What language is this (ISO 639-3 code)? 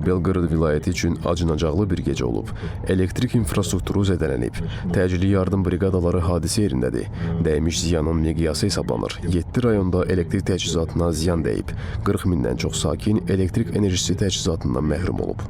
aze